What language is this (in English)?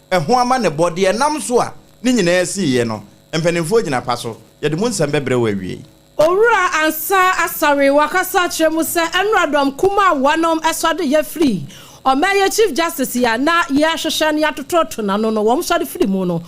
Akan